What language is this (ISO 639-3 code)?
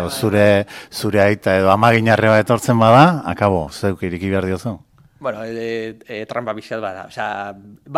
eus